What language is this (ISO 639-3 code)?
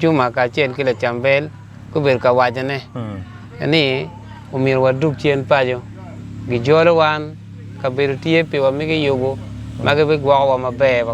ach